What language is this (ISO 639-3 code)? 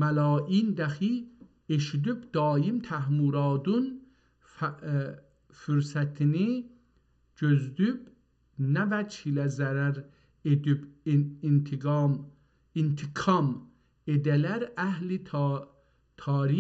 azb